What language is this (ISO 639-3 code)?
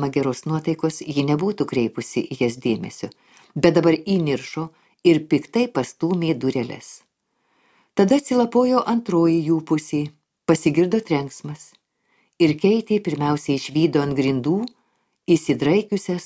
lit